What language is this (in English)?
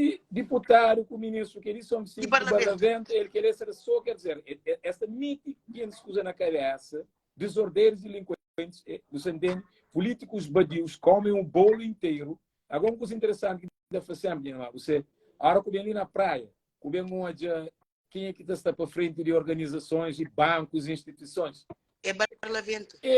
Kabuverdianu